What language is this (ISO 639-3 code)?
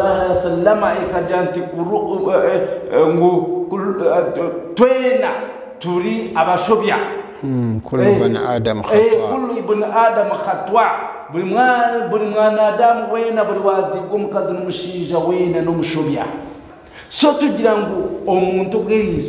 nyn